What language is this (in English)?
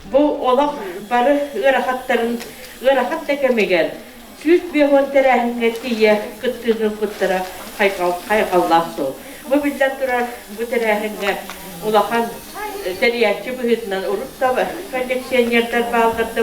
Yakut